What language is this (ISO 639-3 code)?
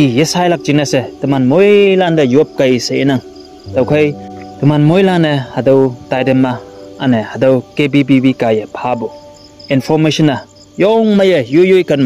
nbe